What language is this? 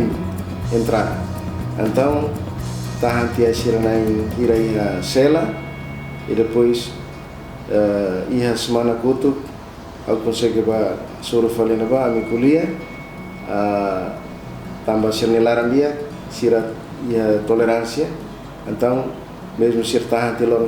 Tetum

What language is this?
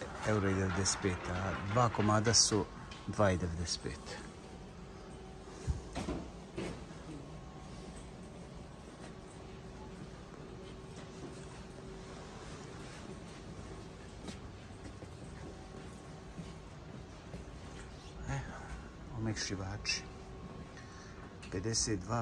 Croatian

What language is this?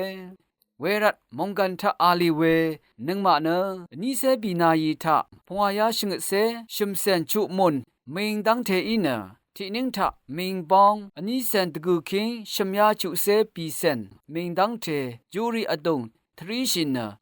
Rawang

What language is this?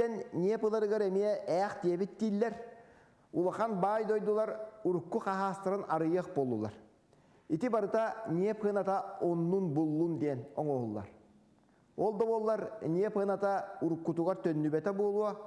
Yakut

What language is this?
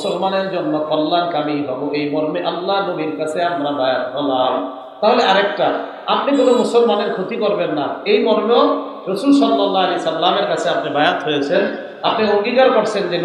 Bangla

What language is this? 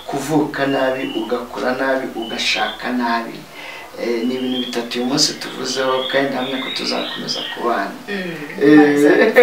Kinyarwanda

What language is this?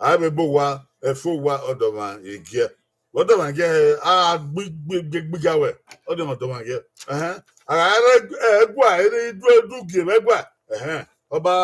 Bini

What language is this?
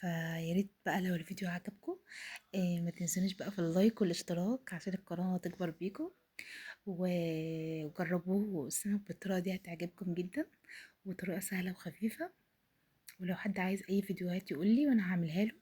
Egyptian Arabic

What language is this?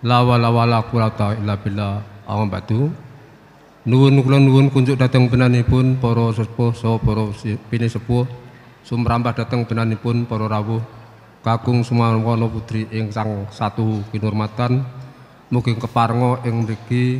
Javanese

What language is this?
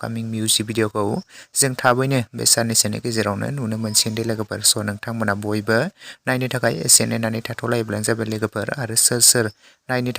Bodo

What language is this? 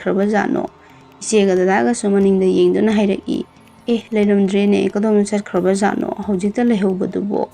Manipuri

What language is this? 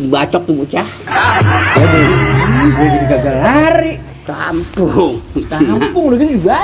Betawi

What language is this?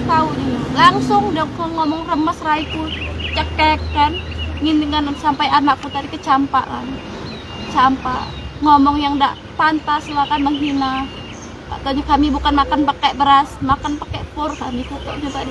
Musi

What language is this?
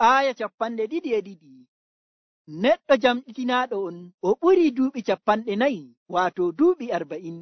Nigerian Fulfulde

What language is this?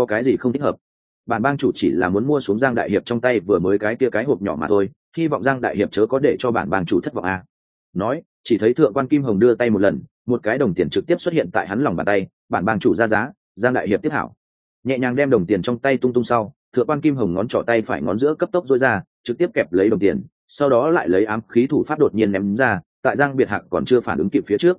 Vietnamese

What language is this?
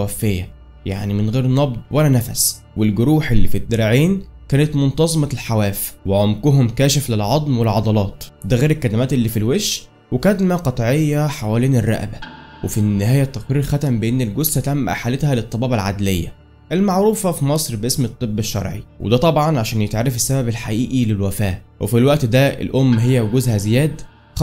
Egyptian Arabic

